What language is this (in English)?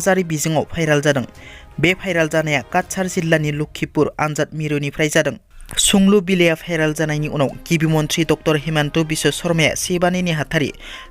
Bodo